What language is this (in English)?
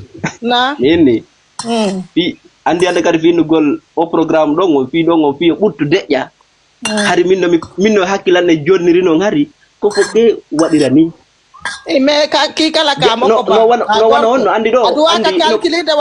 Fula